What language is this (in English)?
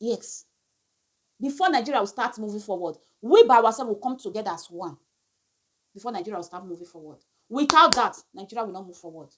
Nigerian Pidgin